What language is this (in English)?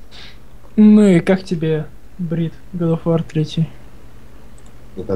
Russian